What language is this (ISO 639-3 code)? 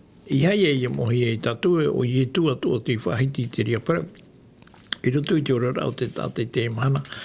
tah